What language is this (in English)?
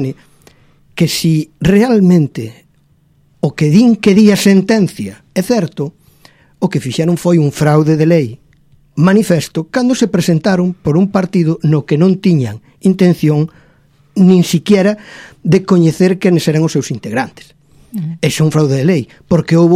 Galician